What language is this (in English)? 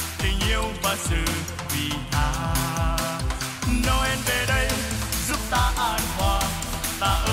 Vietnamese